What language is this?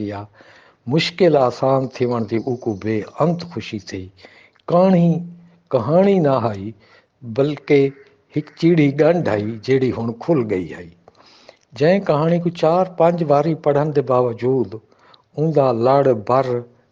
Saraiki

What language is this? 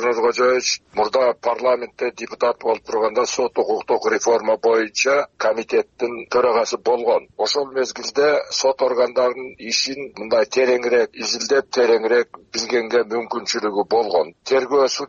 Kyrgyz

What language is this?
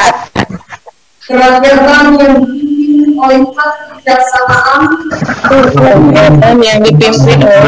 Indonesian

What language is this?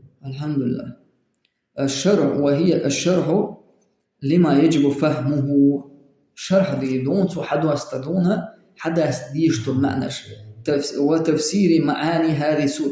Chechen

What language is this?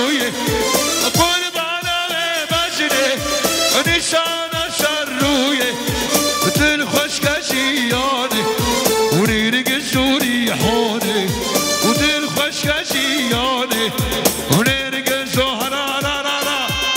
Persian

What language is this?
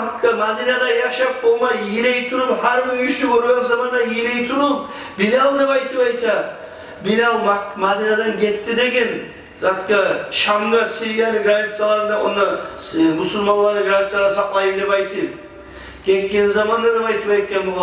Kumyk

